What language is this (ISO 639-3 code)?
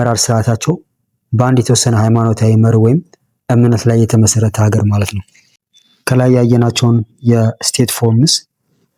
amh